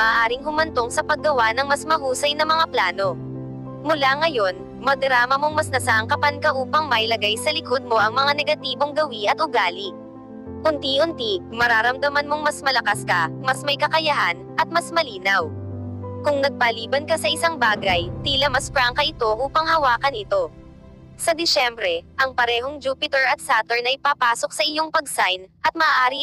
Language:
Filipino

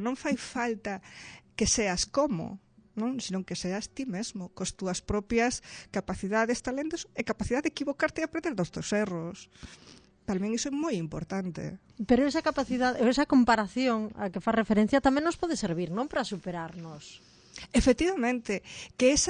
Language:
Galician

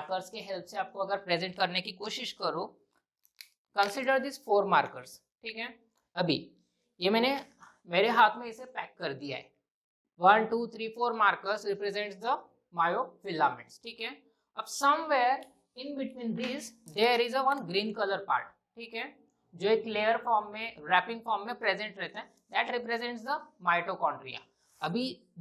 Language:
Hindi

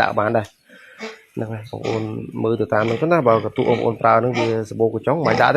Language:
Khmer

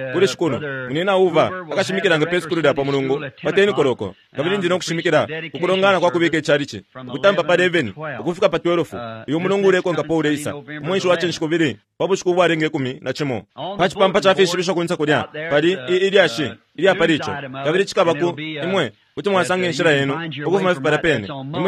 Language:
Bemba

